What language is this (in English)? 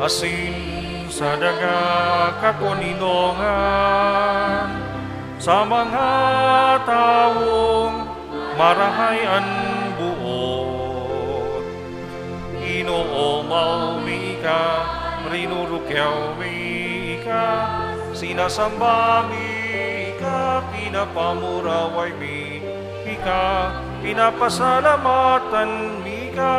Bikol